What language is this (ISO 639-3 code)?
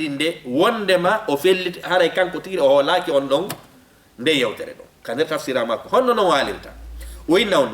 ful